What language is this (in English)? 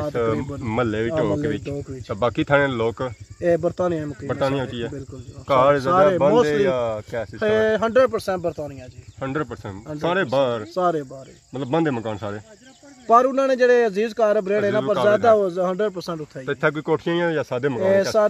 Pahari-Potwari